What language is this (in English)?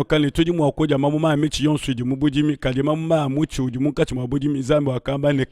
Luba-Lulua